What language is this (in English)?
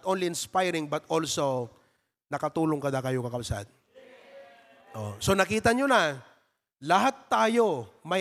Filipino